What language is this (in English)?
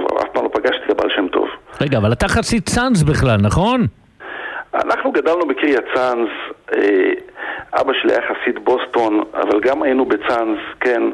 Hebrew